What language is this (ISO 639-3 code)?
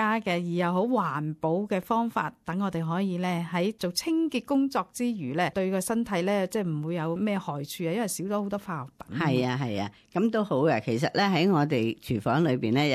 yue